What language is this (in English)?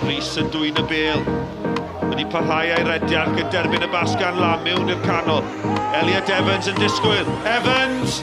Welsh